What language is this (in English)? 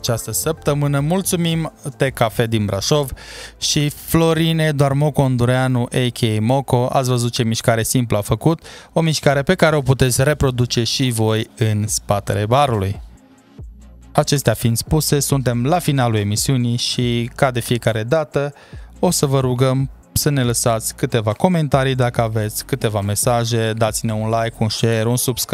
Romanian